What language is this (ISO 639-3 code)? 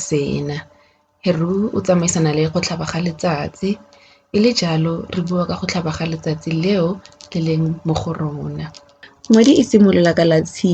tsn